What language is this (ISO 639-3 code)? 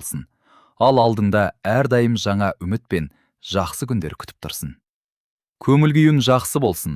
kaz